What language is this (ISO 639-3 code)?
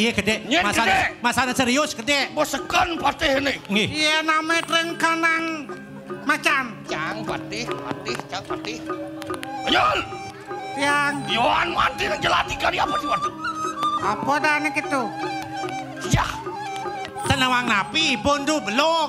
ban